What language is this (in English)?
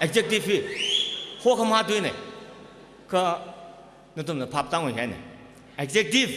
Tangkhul Naga (India)